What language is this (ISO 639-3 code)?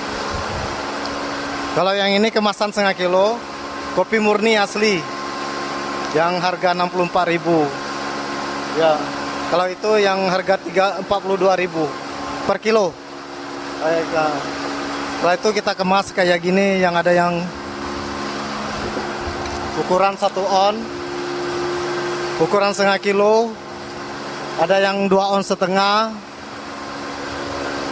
ind